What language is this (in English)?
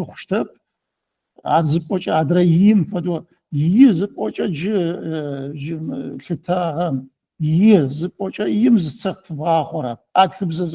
Adyghe